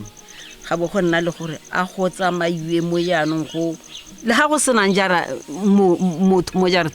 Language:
Tswana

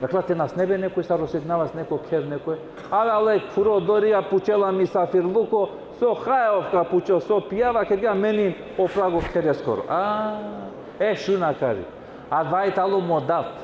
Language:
Balkan Romani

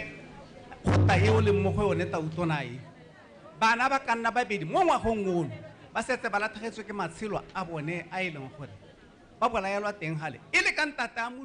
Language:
Tswana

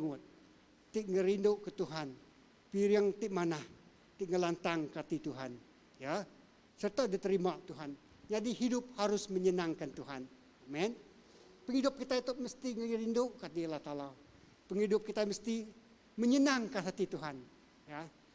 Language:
Iban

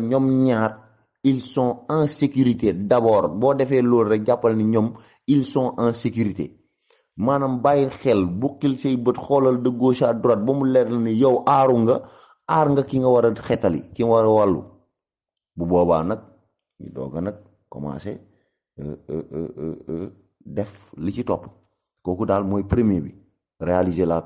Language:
Wolof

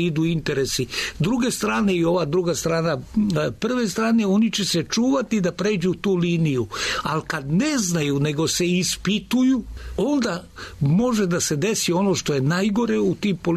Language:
Serbian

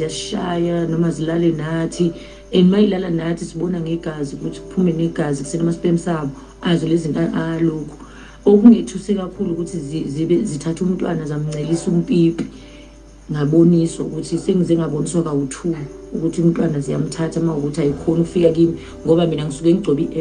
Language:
Zulu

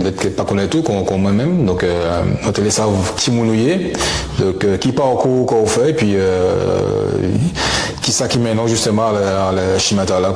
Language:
Guadeloupean Creole French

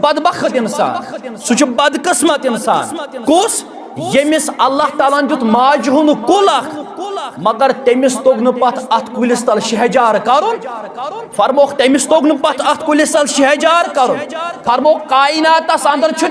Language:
Kashmiri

